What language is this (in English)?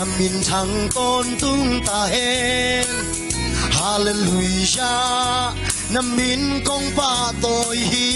Tedim Chin